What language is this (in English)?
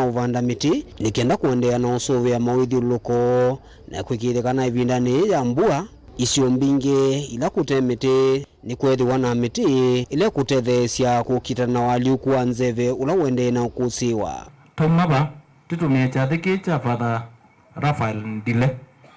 Kamba